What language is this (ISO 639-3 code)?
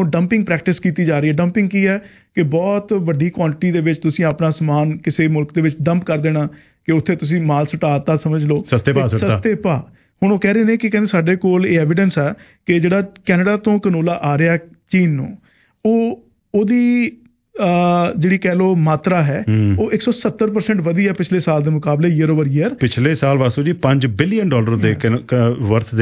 pan